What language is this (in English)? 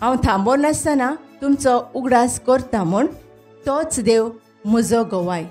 Konkani